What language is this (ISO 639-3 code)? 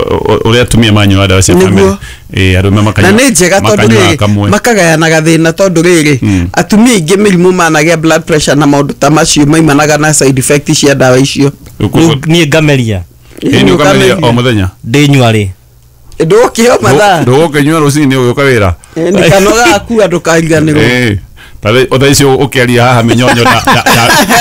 kik